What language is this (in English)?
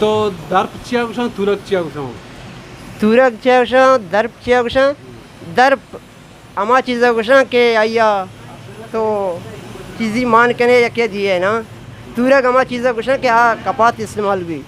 Eastern Balochi